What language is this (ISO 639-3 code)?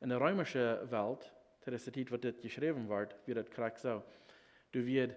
pdt